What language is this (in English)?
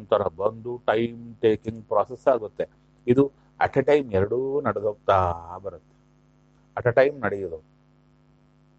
Kannada